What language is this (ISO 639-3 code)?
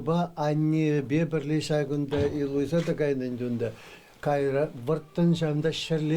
chv